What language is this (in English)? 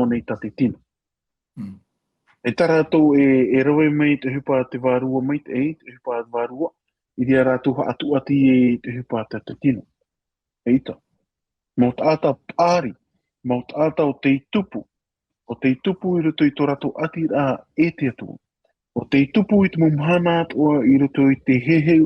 Tahitian